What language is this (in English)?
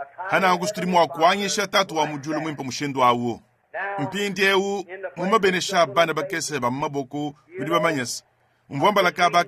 Luba-Lulua